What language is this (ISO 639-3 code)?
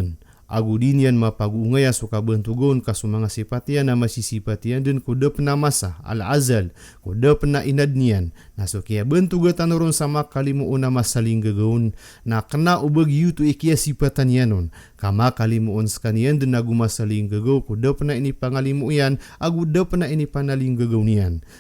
mrw